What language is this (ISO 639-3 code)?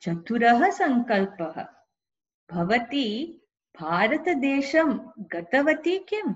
san